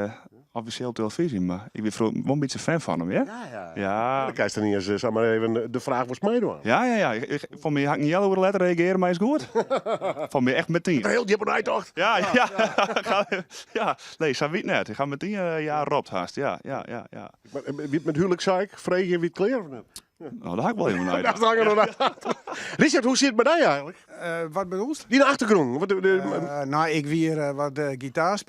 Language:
Western Frisian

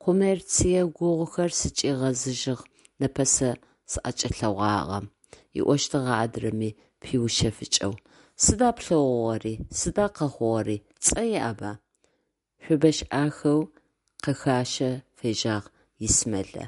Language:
Adyghe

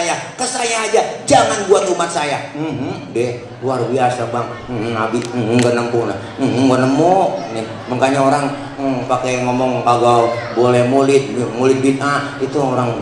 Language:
Betawi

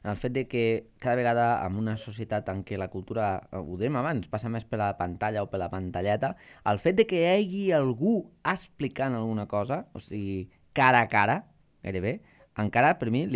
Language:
Catalan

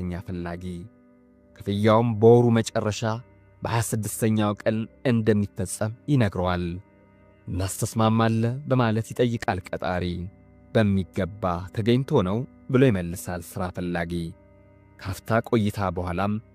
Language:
Amharic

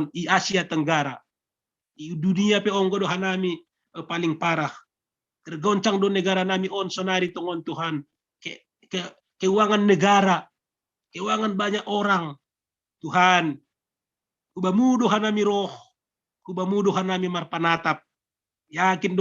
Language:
Batak Simalungun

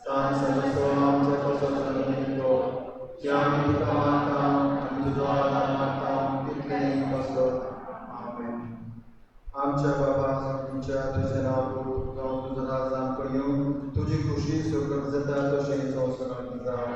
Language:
Konkani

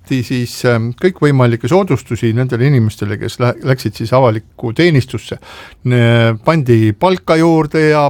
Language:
Estonian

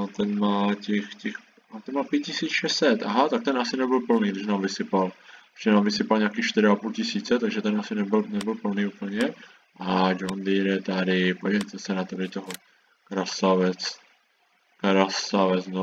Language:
Czech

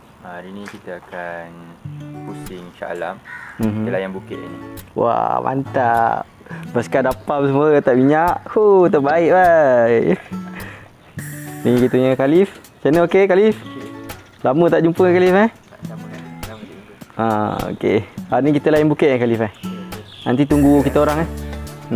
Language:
Malay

